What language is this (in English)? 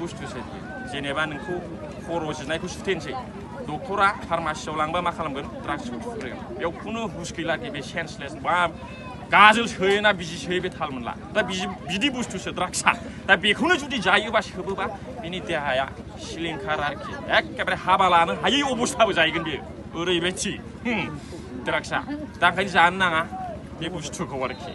Bodo